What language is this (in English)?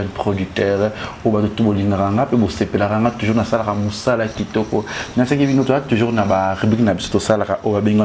Lingala